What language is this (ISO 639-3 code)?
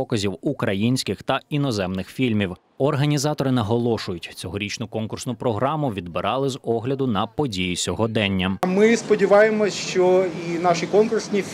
ukr